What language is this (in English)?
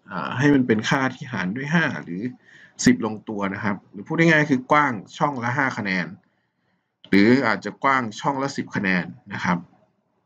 Thai